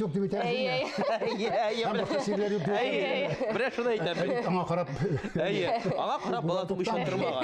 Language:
Tatar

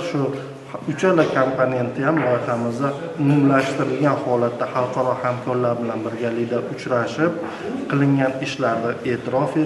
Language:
Uzbek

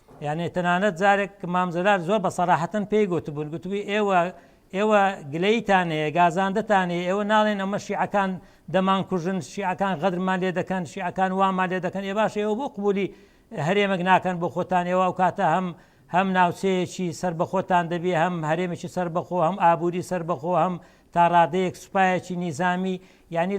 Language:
Central Kurdish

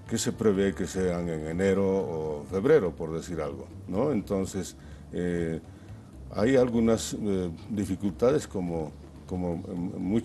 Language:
Spanish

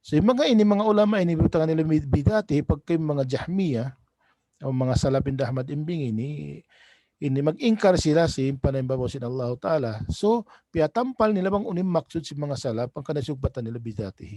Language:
Tausug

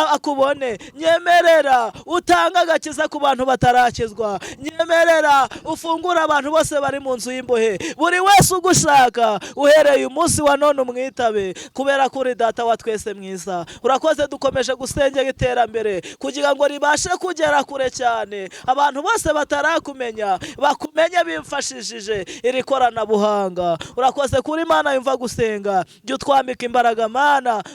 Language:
Kinyarwanda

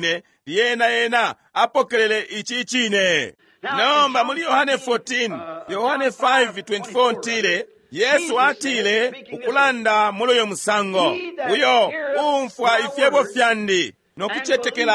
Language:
Bemba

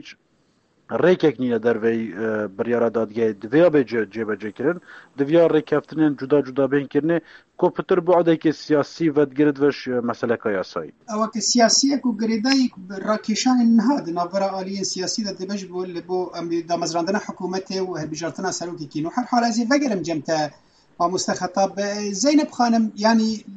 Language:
Kurdish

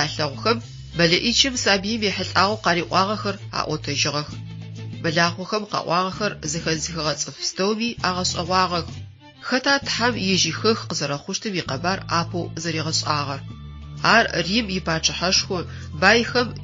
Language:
Adyghe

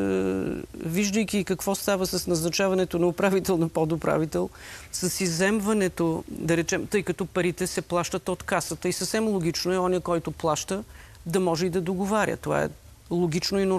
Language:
Bulgarian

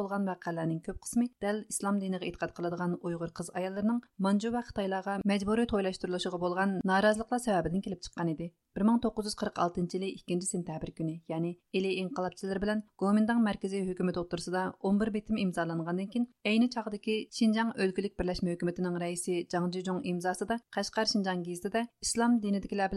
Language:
Uyghur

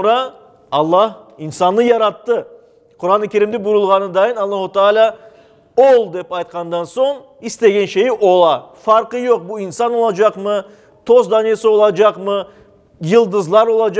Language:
Crimean Tatar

